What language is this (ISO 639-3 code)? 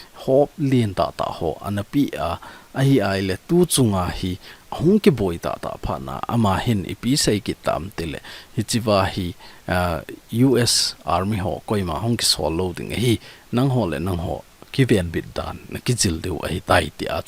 tcz